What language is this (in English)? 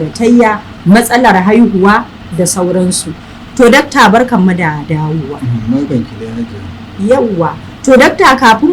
Hausa